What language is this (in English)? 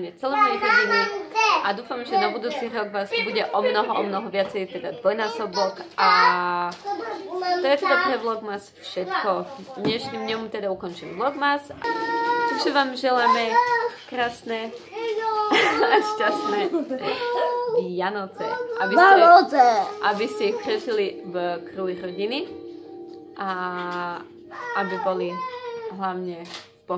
Slovak